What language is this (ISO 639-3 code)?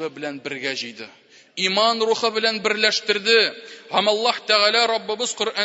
tat